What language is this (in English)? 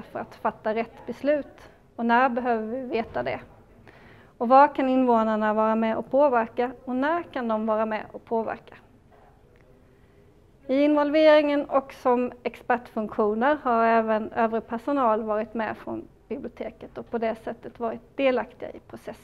Swedish